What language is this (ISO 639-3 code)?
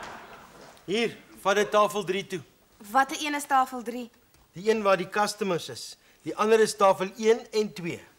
afr